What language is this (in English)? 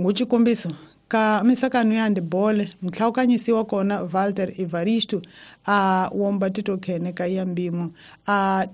Tsonga